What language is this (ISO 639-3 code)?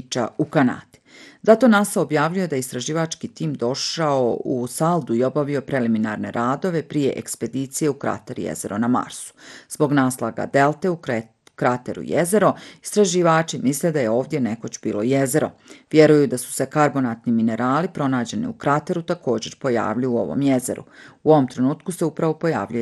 bos